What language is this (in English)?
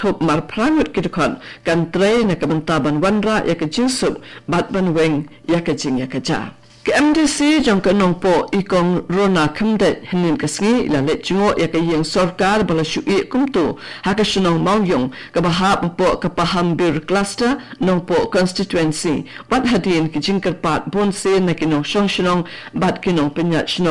Khasi